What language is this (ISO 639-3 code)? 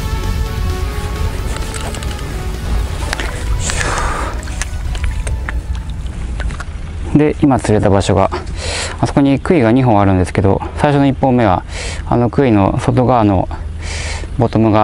jpn